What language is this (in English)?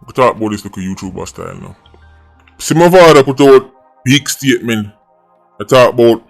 Jamaican Creole English